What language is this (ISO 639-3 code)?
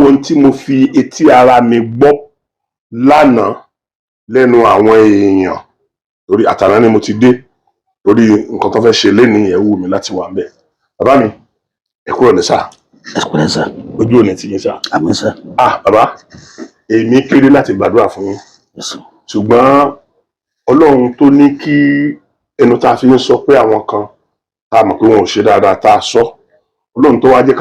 yor